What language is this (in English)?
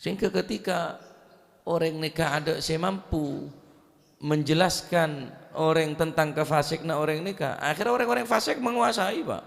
Madurese